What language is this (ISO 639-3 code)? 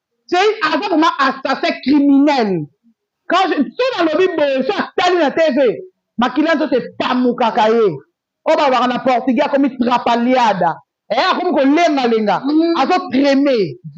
lin